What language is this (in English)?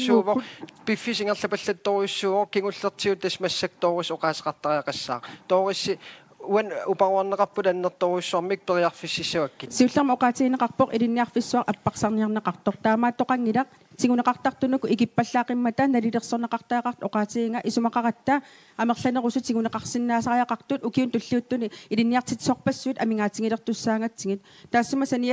Kalaallisut